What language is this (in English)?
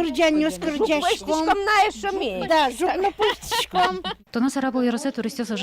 Udmurt